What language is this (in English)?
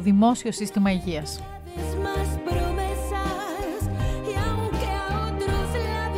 Greek